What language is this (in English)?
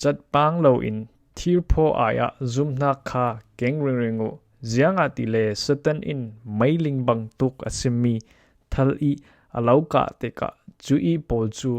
Falam Chin